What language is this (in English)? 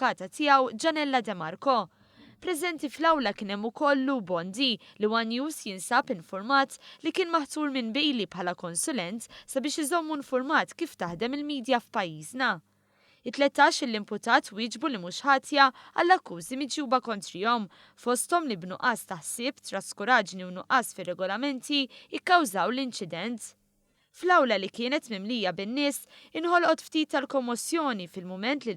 Maltese